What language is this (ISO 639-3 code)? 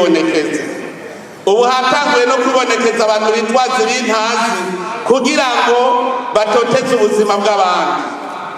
run